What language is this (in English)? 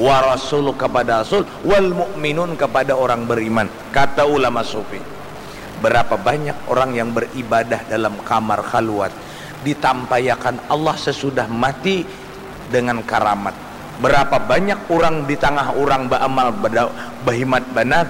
Banjar